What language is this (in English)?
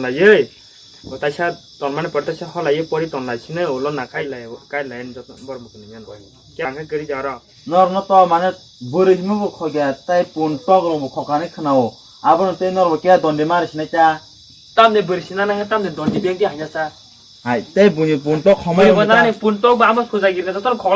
Kok Borok